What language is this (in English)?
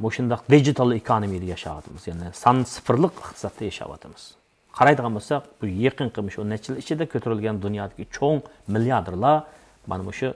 Uyghur